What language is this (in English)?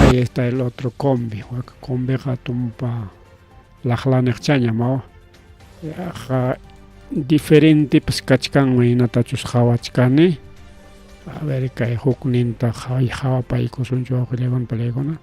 Ayacucho Quechua